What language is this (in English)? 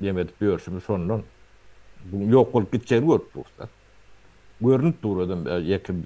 Turkmen